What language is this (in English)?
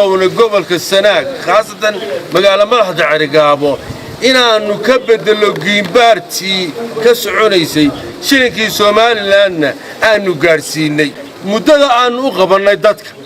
Somali